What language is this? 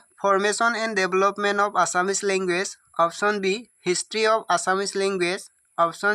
Assamese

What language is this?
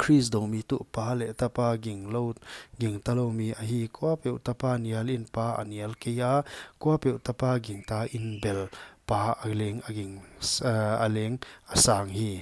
Paite Chin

